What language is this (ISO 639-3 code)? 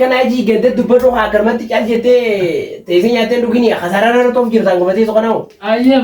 orm